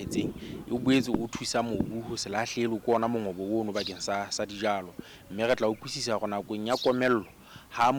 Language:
Southern Sotho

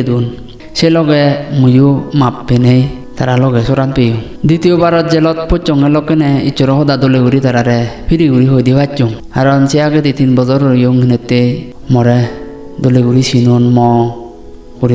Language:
Chakma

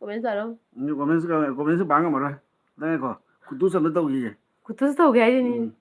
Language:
Manipuri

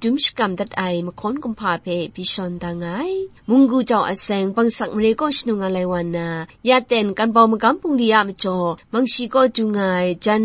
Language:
Kachin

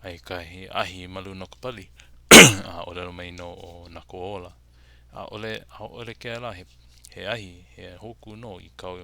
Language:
Hawaiian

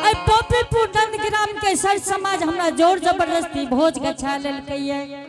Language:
Angika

